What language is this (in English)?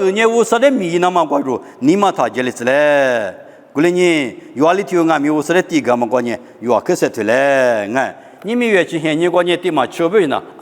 Lisu